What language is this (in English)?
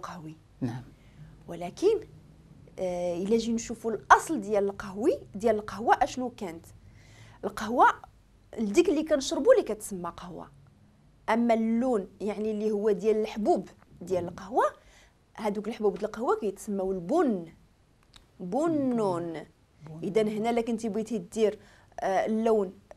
Moroccan Arabic